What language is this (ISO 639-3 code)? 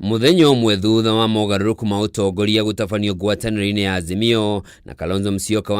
kik